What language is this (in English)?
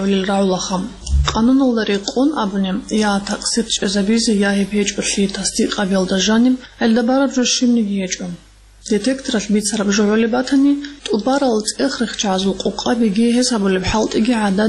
Avaric